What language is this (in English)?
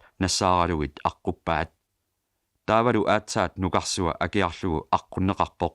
Kalaallisut